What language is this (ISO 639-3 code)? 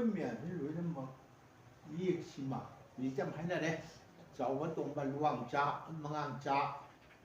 mni